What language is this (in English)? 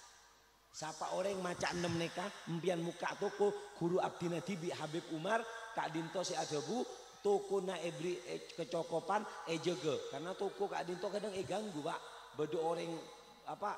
Madurese